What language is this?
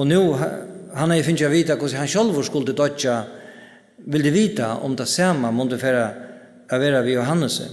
Faroese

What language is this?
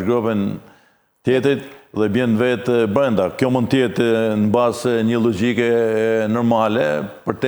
Albanian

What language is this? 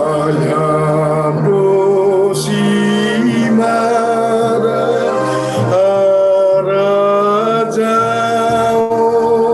Batak Simalungun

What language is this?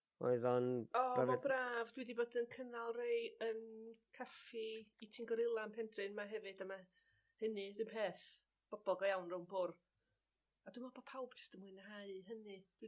Welsh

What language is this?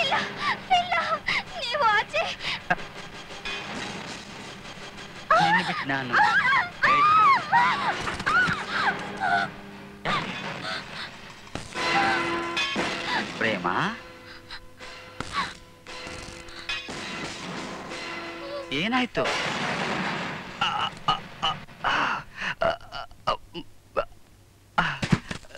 Kannada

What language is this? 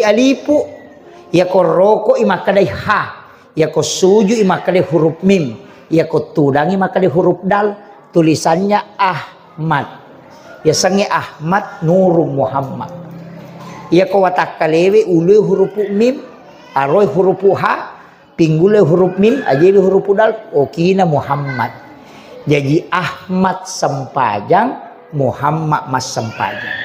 Buginese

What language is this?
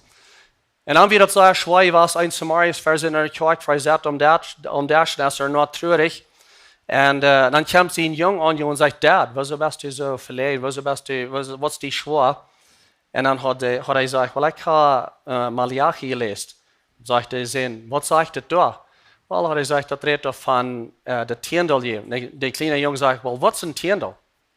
Plautdietsch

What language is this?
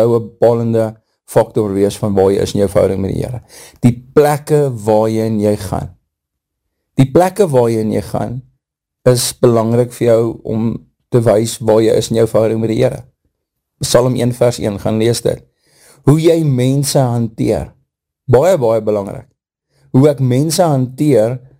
Afrikaans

